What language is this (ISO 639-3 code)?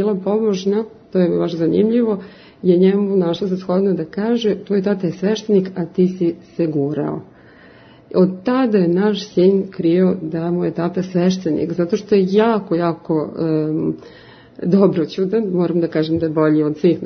srp